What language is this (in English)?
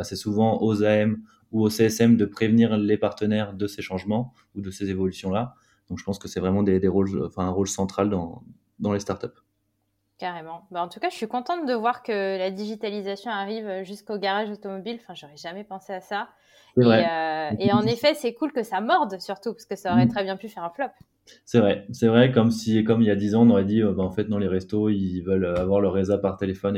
French